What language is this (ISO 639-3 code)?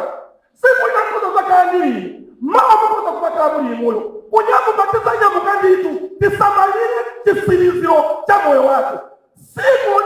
nya